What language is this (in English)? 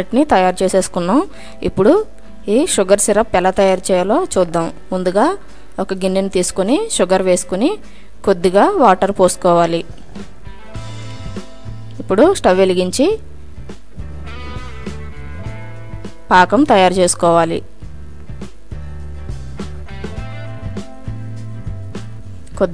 Telugu